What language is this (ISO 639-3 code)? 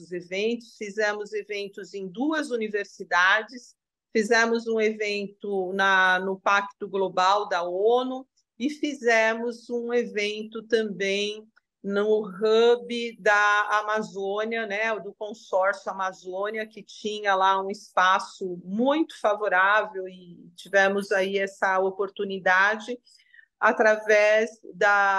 por